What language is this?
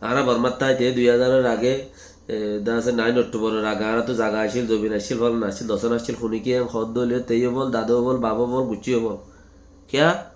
Rohingya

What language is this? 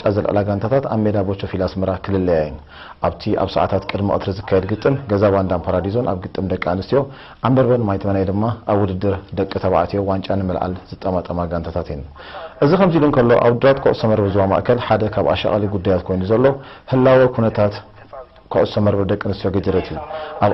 Tigrinya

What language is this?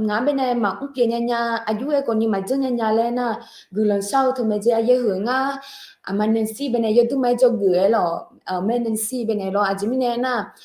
Akha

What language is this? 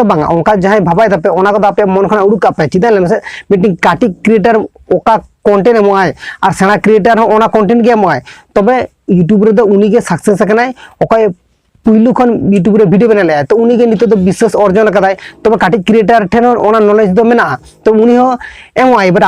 Santali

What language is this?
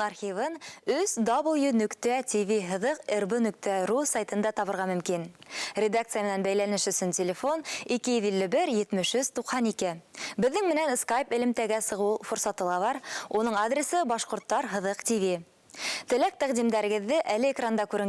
Bashkir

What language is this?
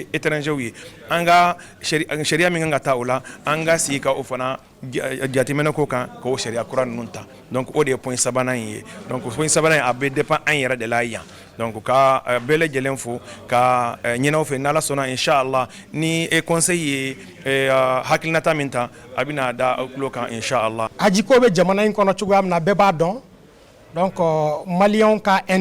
Bambara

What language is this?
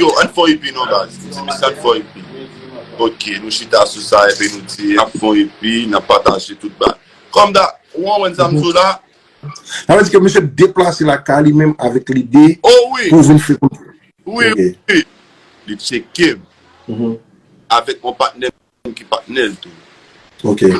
Haitian Creole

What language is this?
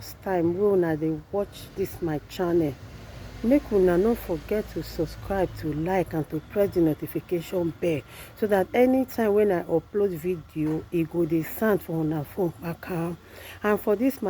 Nigerian Pidgin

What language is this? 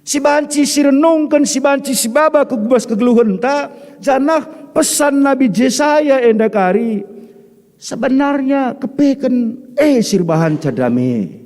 Batak Karo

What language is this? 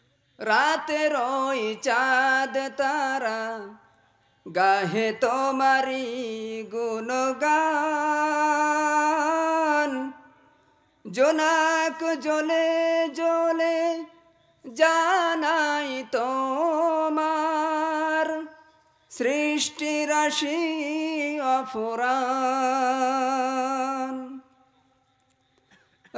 Bangla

